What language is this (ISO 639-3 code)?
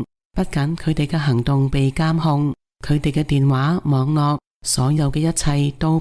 yue